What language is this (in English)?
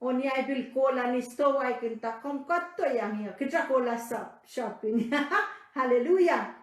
Pohnpeian